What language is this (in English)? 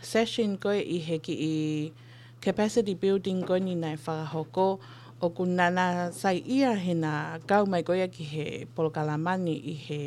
Tongan